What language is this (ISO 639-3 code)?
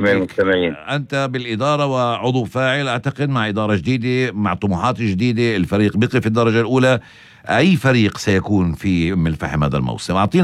apc